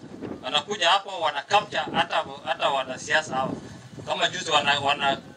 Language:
Swahili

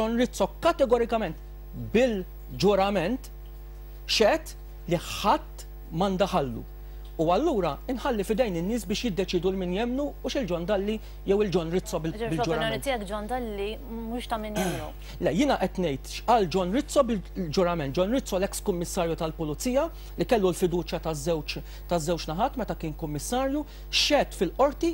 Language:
Maltese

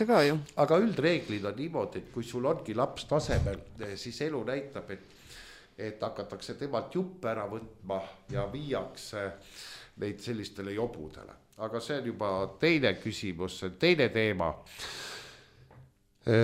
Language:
Estonian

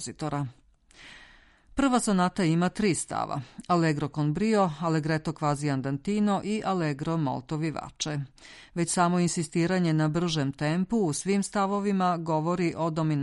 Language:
Serbian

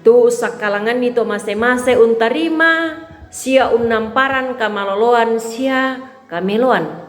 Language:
Toraja-Sa'dan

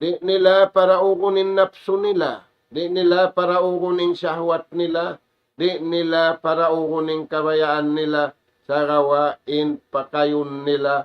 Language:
Tausug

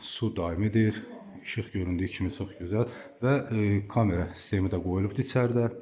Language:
Azerbaijani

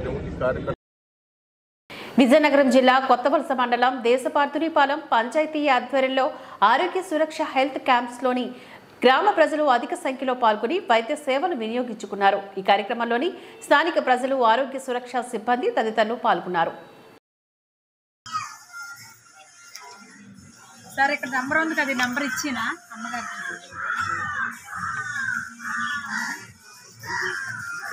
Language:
Telugu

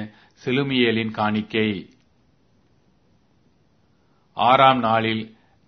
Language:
Tamil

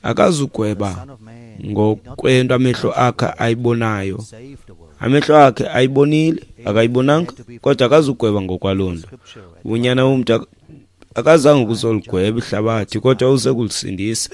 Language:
Xhosa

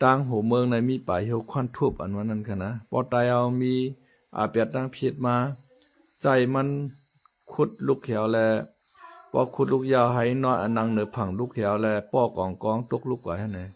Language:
Shan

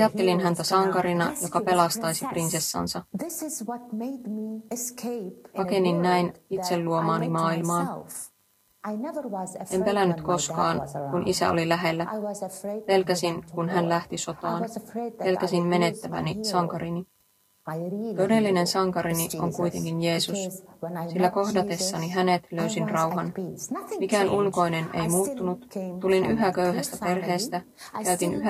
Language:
Finnish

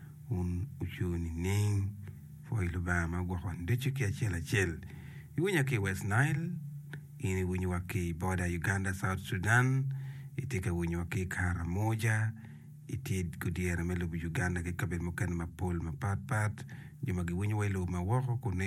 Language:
Acoli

